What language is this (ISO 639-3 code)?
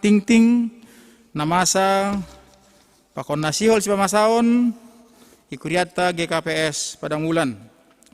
bts